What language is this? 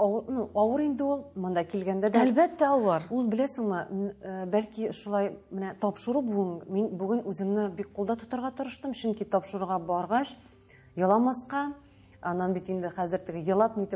Tatar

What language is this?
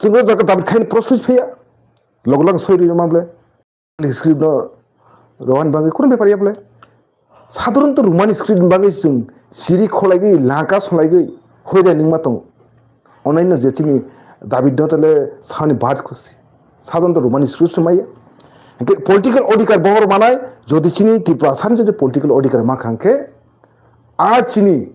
Kok Borok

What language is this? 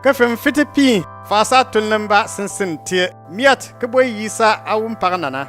Bimoba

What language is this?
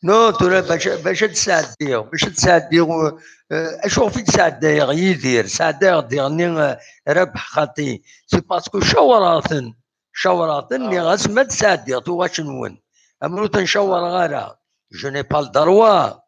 Kabyle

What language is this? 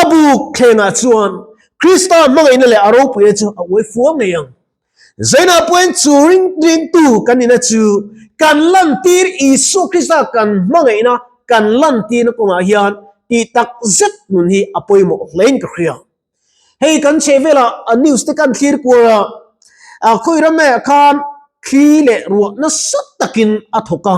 Mizo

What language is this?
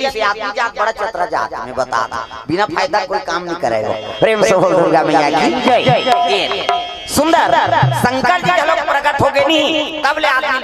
Chhattisgarhi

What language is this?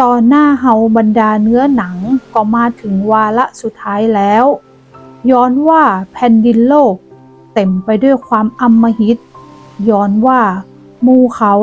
Northern Thai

